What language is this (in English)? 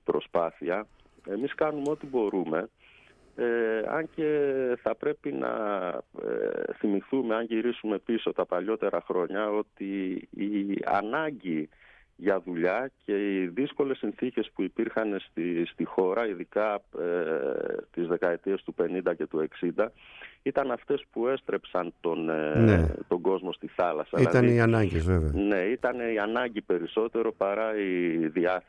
Greek